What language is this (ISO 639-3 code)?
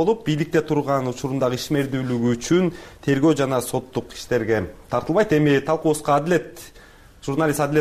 kir